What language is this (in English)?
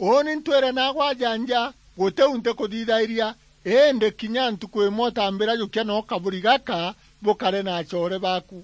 Meru